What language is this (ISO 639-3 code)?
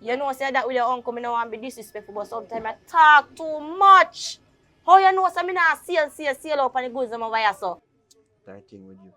jam